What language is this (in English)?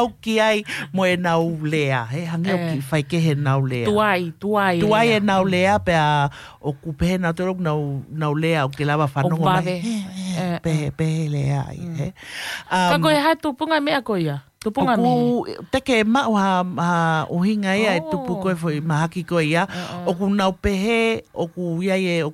Tongan